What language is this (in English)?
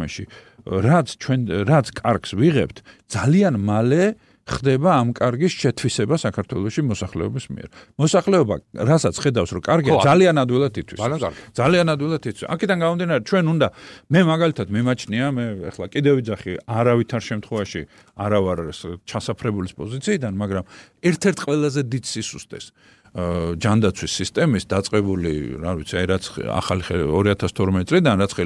Georgian